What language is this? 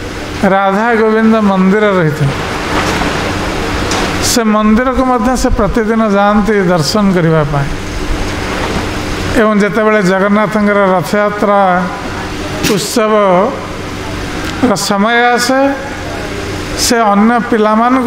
Odia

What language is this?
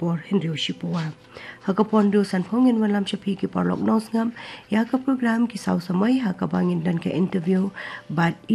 Khasi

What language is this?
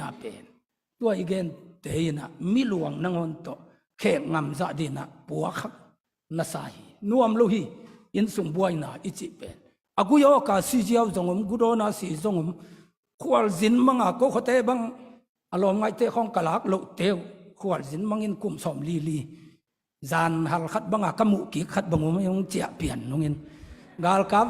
Tedim Chin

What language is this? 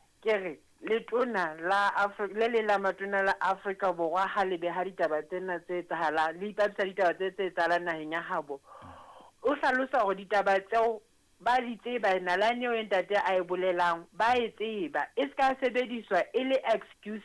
Southern Sotho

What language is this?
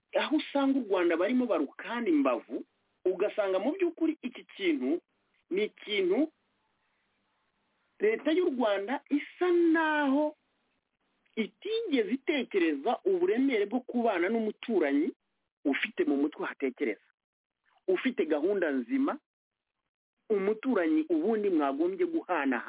Kinyarwanda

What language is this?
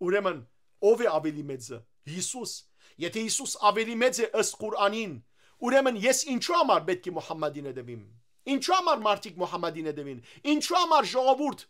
Western Armenian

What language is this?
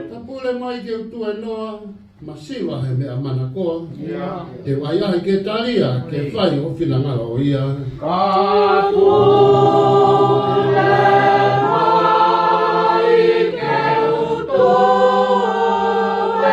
Tongan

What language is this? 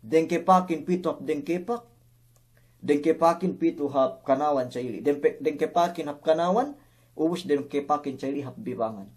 Yakan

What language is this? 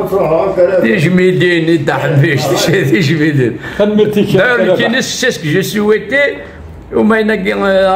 Kabyle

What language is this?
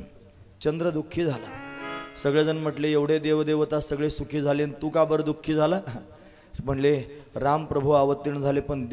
Marathi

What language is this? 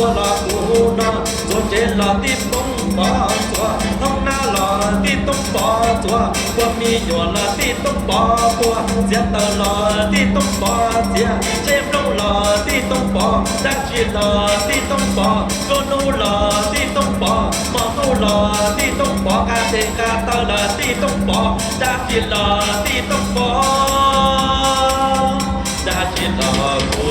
Hmong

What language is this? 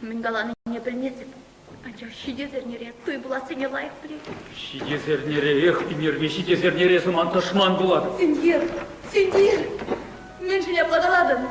Chuvash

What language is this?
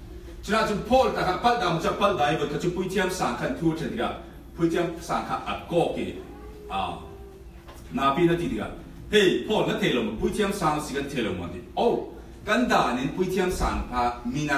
Falam Chin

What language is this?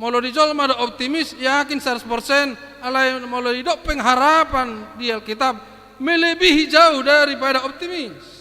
Batak Toba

